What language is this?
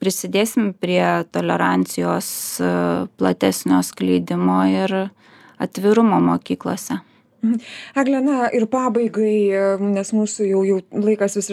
Lithuanian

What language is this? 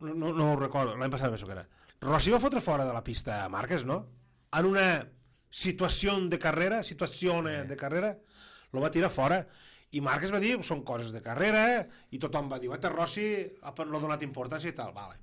Catalan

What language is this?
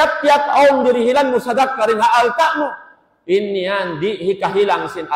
Tausug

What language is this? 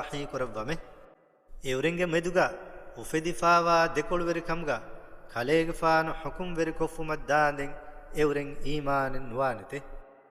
Divehi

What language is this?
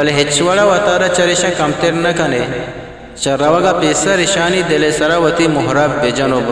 Eastern Balochi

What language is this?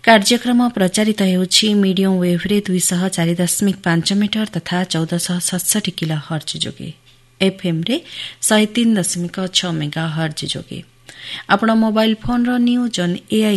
Odia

